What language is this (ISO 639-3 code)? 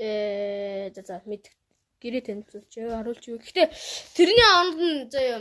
mon